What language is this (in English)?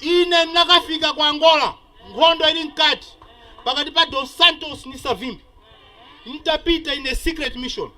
Nyanja